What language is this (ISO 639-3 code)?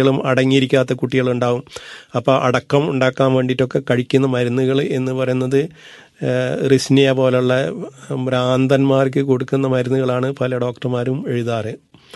mal